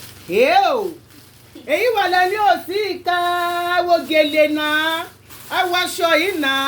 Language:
Yoruba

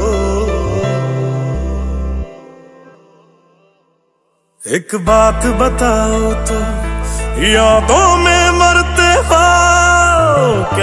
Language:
Hindi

